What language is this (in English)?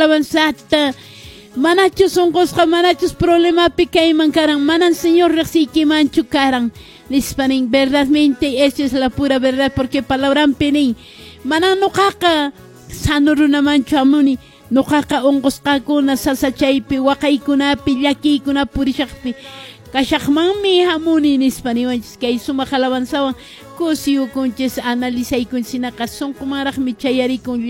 Quechua